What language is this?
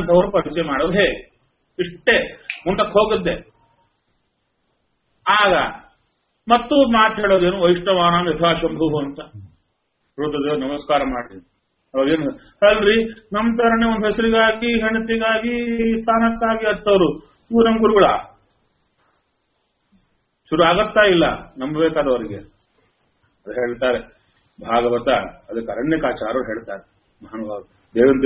Kannada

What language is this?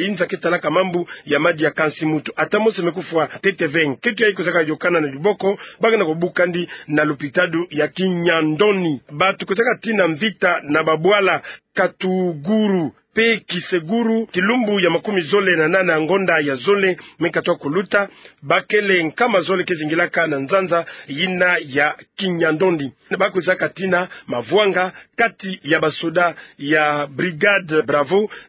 Kituba (Democratic Republic of Congo)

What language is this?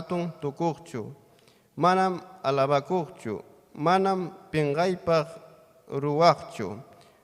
Ayacucho Quechua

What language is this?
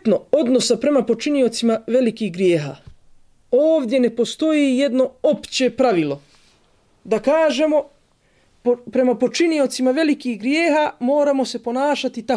Bosnian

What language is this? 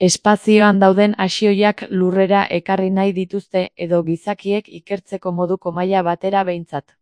Basque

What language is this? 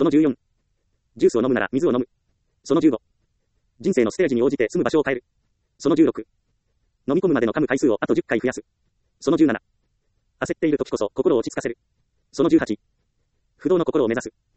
Japanese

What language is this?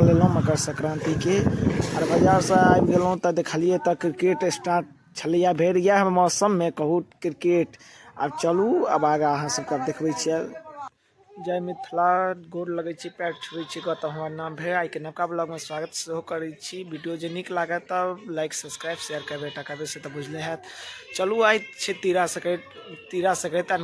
Maithili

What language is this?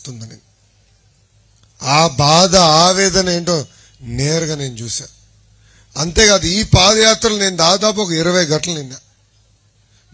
Telugu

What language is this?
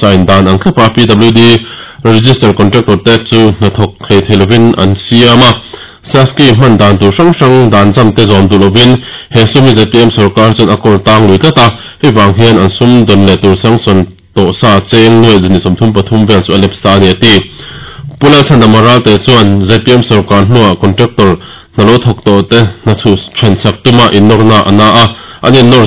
Mizo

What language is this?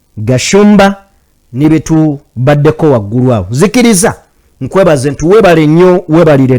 Ganda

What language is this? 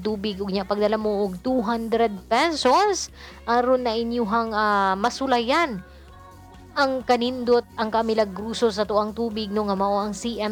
Cebuano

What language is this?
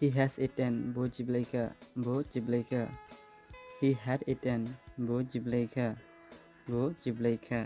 Dimasa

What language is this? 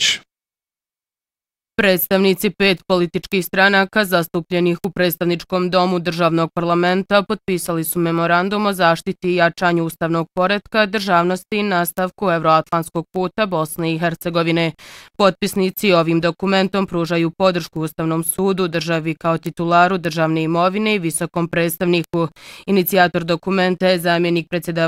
Bosnian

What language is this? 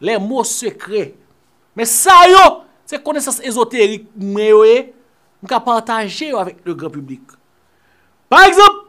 Haitian Creole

